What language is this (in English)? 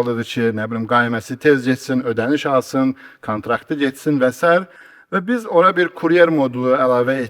Azerbaijani